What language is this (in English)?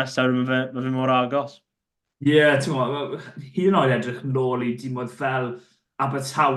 Welsh